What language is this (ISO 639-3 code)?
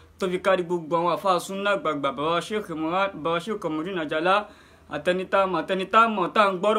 yor